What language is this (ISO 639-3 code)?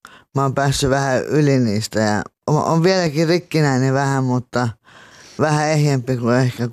fin